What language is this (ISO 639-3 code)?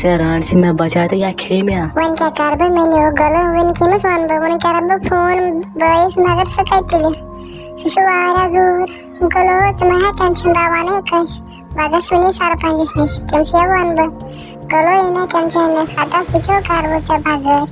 kas